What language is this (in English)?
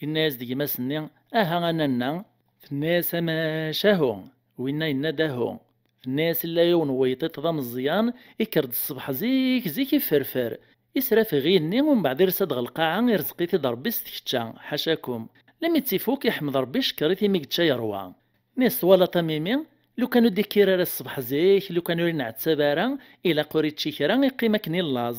Kabyle